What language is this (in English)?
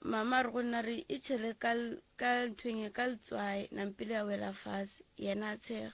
Northern Sotho